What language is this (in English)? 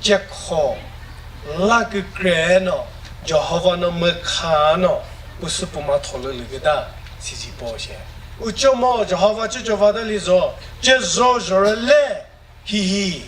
Chokri Naga